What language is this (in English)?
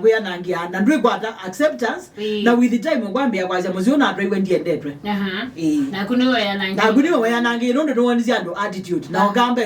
Kamba